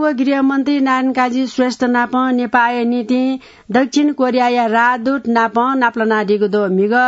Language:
Newari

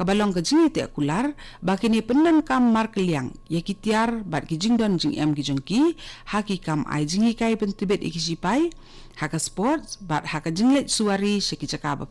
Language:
Khasi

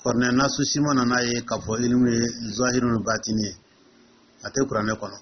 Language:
Dyula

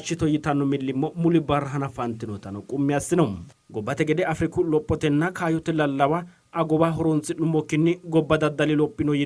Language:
Sidamo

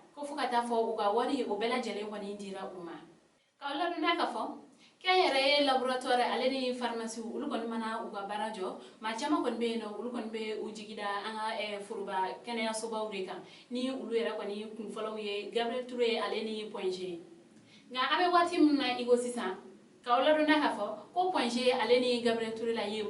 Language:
Bambara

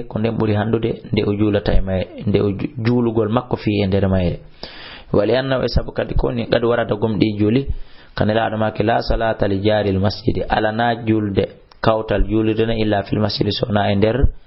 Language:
Fula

